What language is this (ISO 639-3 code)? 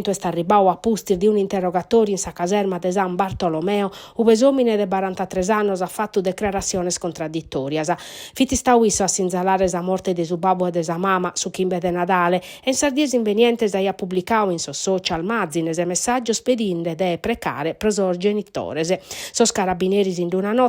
srd